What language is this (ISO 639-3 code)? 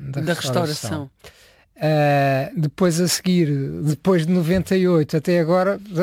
por